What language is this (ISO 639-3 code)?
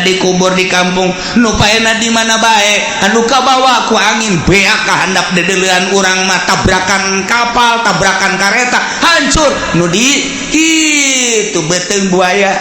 sun